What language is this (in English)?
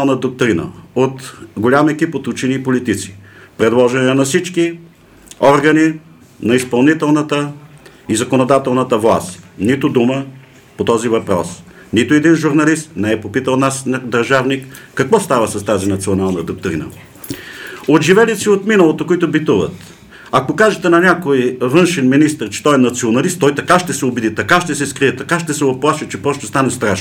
Bulgarian